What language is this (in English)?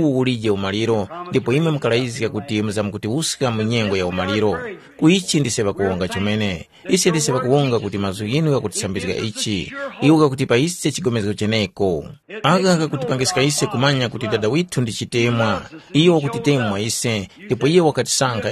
Tumbuka